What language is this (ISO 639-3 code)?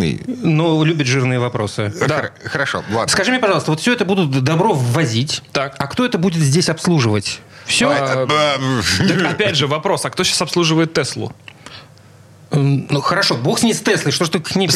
rus